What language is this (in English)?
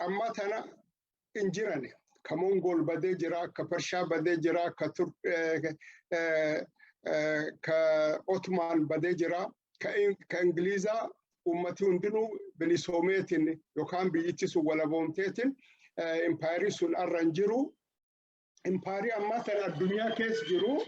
Oromo